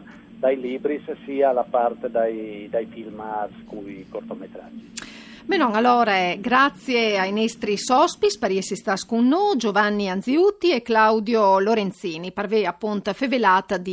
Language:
Friulian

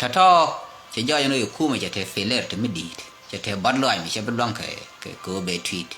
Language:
Nuer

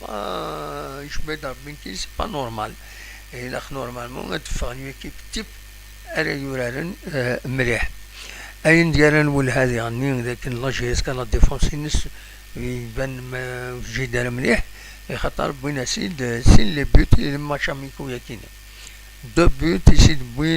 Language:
Kabyle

